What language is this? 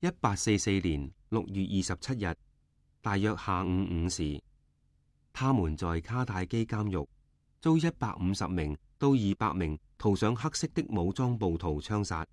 Cantonese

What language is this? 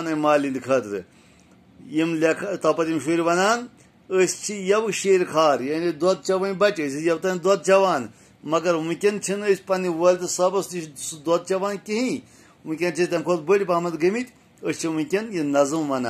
Kashmiri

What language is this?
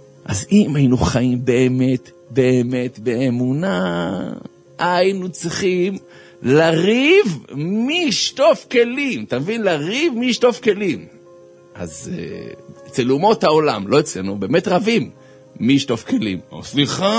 Hebrew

